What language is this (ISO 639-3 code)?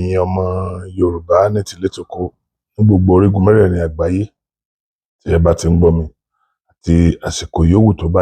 yor